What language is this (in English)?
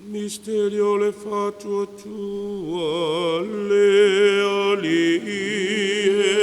Samoan